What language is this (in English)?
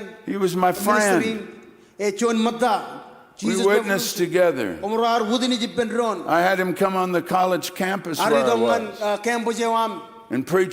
Marshallese